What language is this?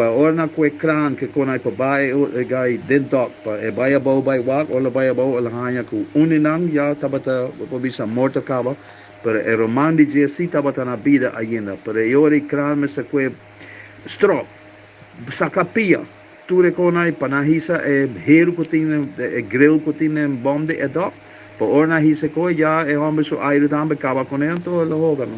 Papiamento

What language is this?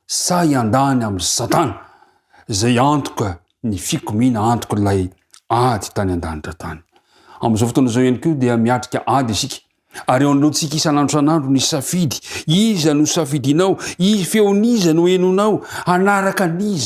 Malagasy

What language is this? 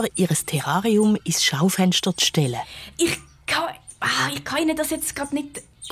Swiss German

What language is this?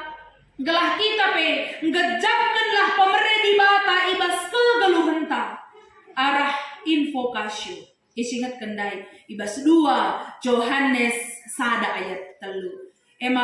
Batak Karo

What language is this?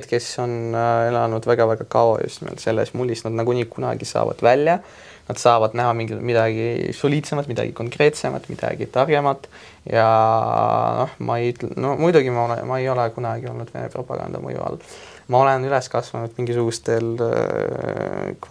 Estonian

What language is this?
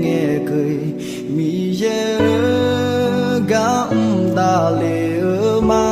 Akha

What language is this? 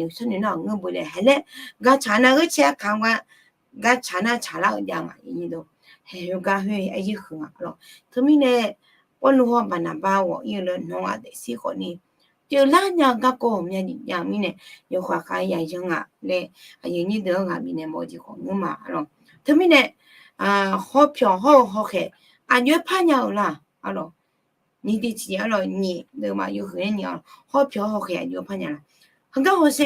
Akha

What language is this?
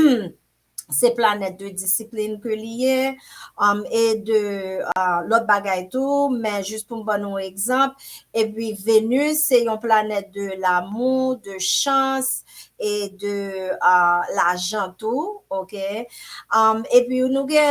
Haitian Creole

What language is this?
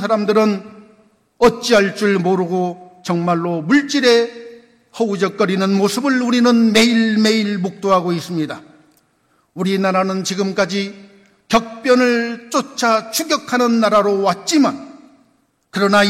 Korean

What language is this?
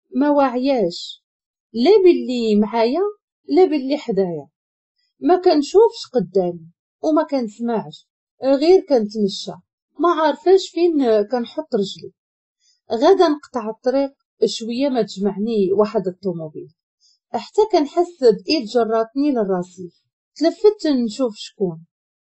Moroccan Arabic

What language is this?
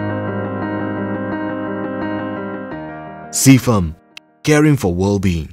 Burmese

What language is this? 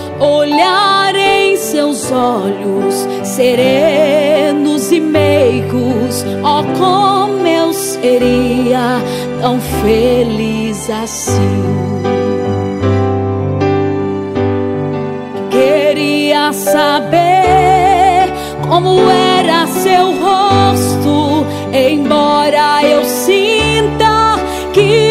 Portuguese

